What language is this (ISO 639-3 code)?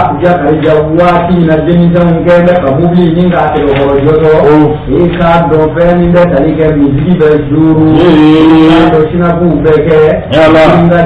bam